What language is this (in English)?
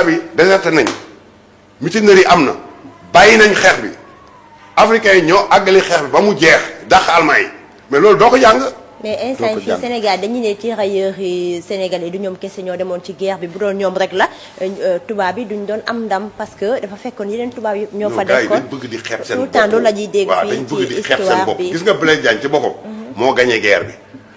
Wolof